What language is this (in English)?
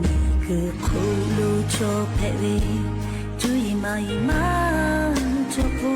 Lahu